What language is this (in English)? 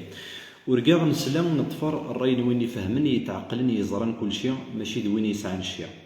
Kabyle